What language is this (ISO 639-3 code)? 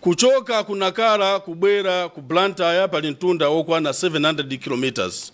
nya